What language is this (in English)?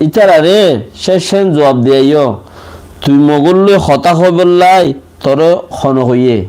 Rohingya